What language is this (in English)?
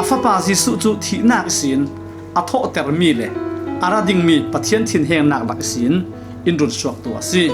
Falam Chin